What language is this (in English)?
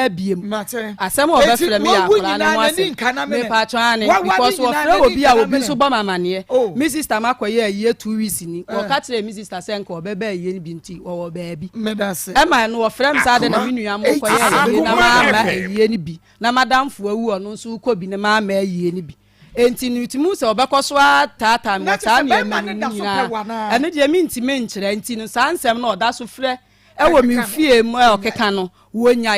Akan